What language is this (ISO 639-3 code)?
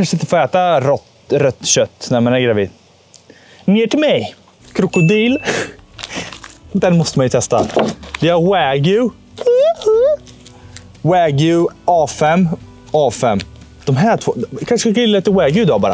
swe